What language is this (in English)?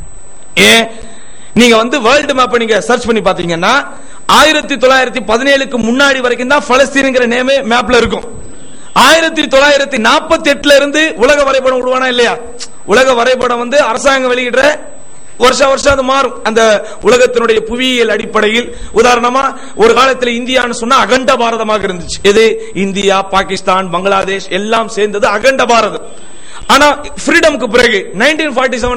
Tamil